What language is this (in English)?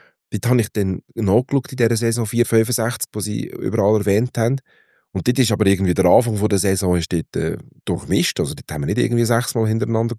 German